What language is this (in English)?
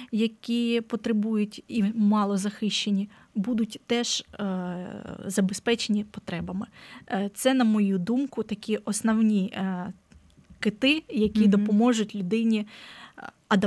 Ukrainian